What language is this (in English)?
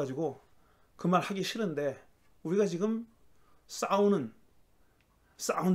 Korean